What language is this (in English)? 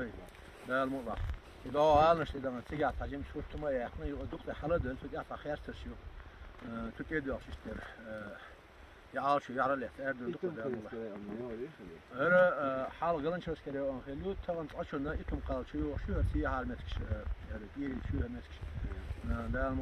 Chechen